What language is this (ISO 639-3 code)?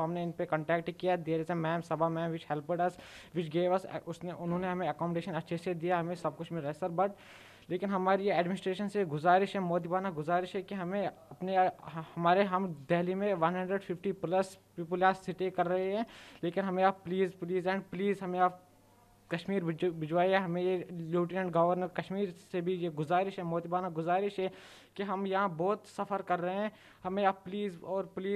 hin